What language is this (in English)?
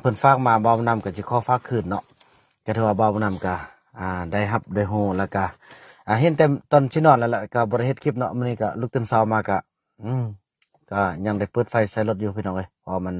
Lao